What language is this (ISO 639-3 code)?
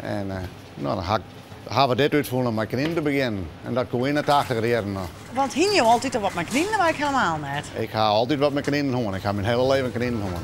fry